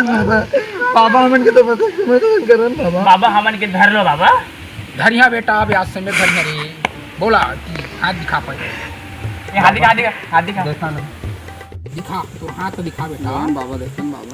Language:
Chhattisgarhi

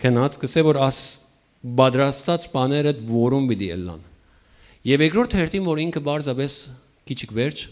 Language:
Western Armenian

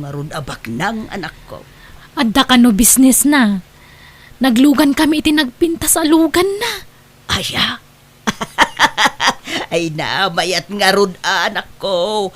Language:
Iloko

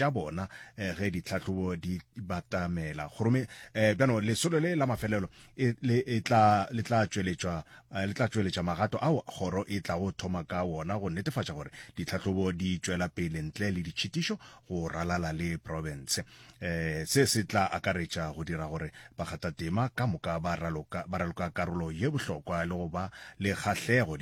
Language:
Northern Sotho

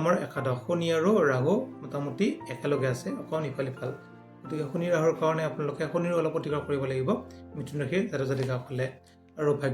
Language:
Assamese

